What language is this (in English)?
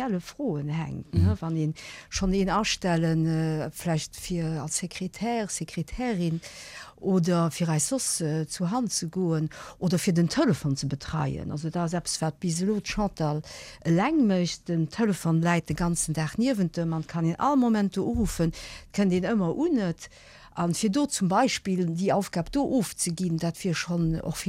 Luxembourgish